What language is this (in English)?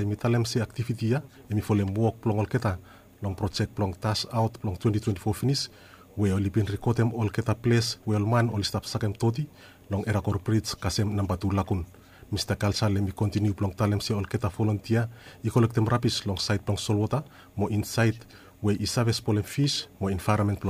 Bislama